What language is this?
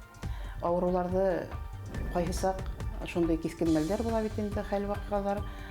Bashkir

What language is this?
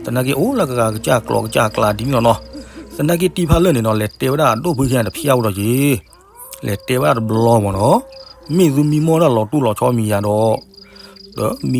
S'gaw Karen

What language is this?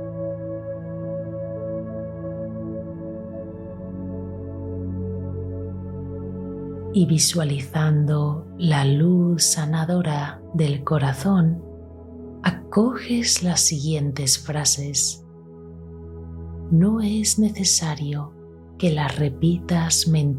Spanish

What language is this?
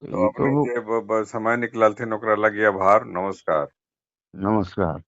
Magahi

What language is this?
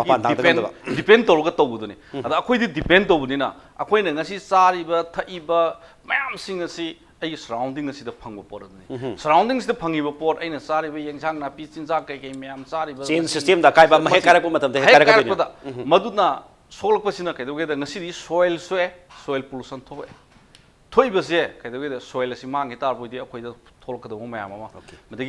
Manipuri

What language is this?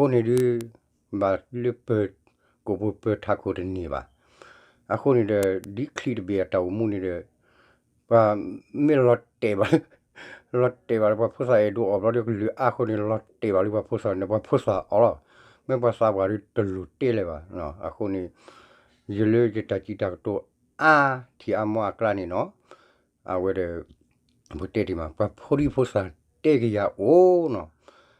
S'gaw Karen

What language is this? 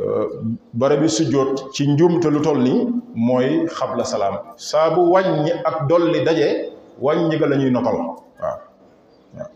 Wolof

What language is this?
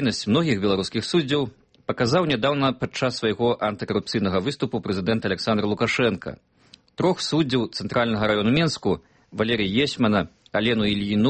Belarusian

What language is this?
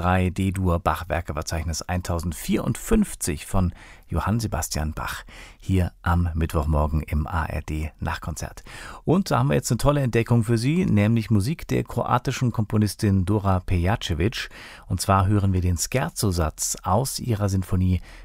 German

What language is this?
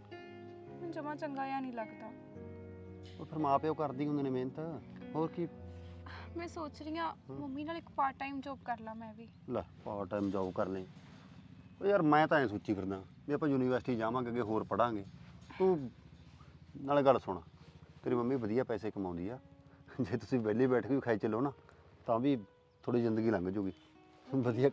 Punjabi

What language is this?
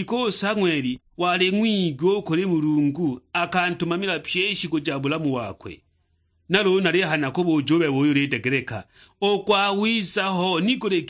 Sukuma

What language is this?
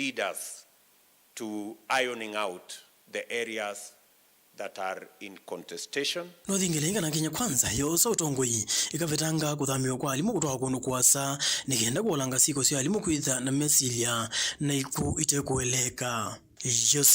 Kamba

